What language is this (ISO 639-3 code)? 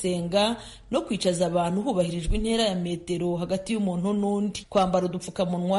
kin